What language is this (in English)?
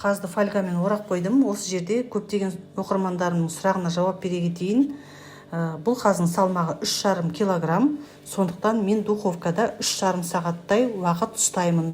Kazakh